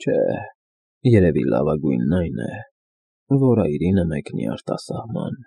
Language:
Armenian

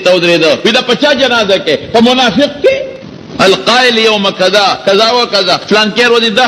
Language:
Pashto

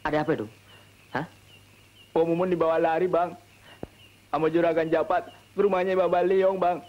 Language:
Betawi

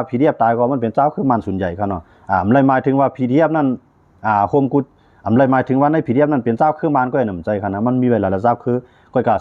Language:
Shan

